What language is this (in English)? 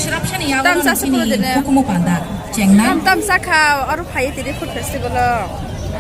Kok Borok